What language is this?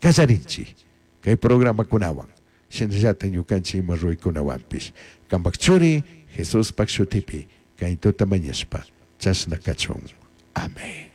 Chimborazo Highland Quichua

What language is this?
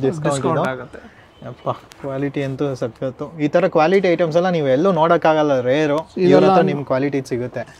Kannada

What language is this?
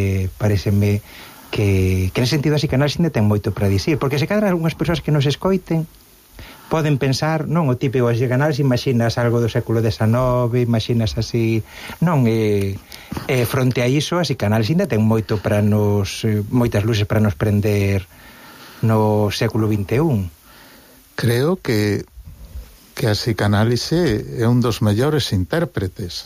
Galician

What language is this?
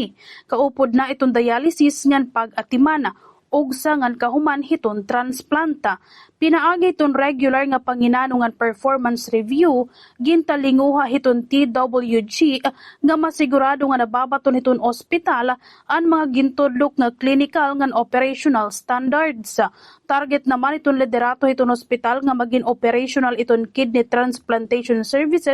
Waray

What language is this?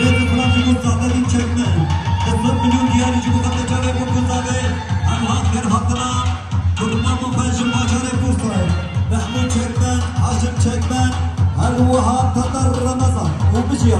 Kurdish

